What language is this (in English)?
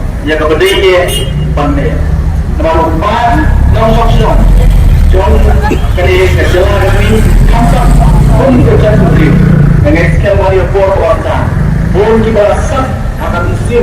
Khasi